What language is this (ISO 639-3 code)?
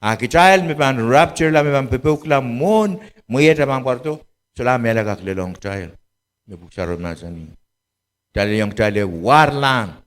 pon